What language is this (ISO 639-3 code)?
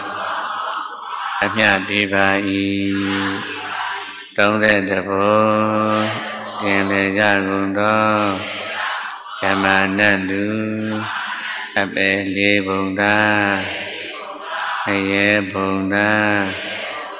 mya